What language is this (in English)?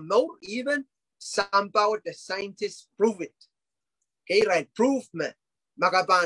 Pohnpeian